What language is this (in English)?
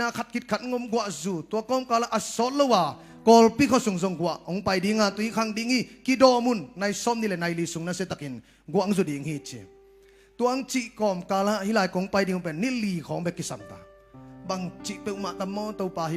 Tedim Chin